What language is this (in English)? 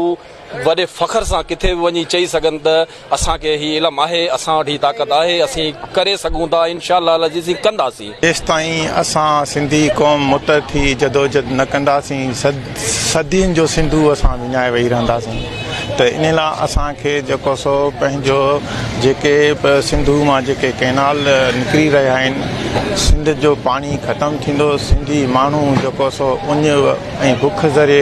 Sindhi